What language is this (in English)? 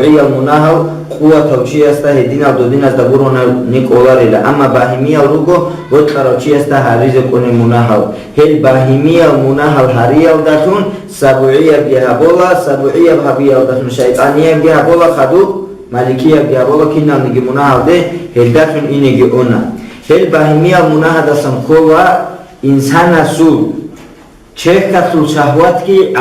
Avaric